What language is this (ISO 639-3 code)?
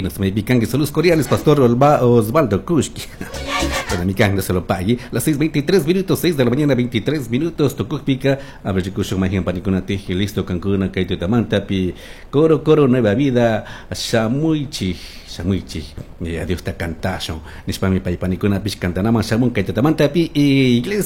qug